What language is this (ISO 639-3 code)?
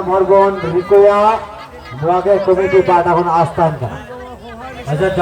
sat